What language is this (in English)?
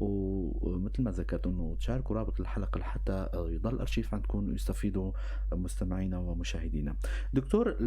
North Levantine Arabic